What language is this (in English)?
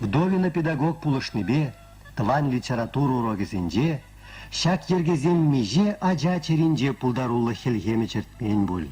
Chuvash